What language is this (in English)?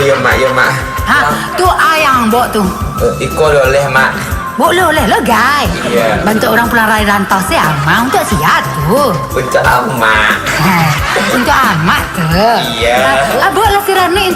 Minangkabau